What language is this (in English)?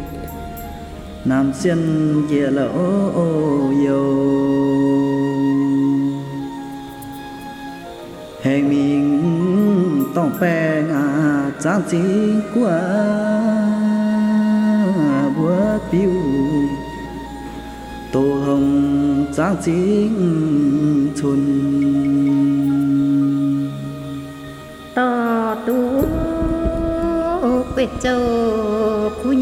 Vietnamese